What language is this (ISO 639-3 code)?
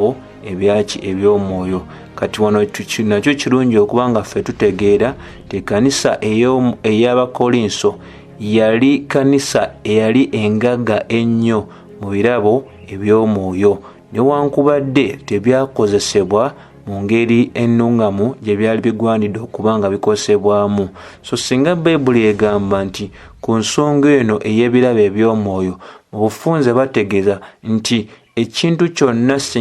lug